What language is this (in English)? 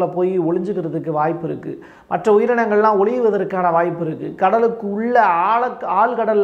Tamil